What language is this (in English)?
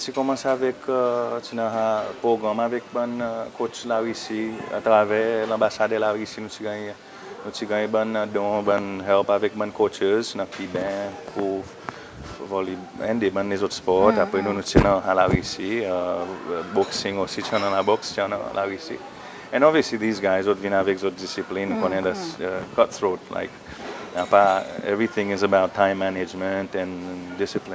Seselwa Creole French